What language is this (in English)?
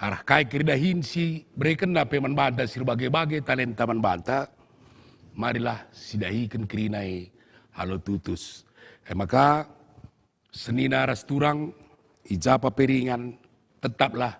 Batak Karo